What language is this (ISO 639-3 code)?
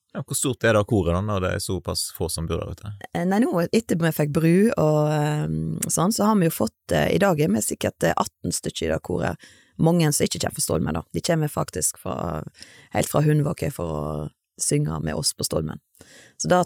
nor